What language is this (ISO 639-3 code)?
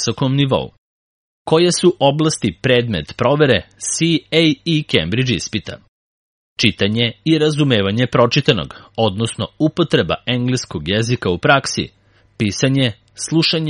srp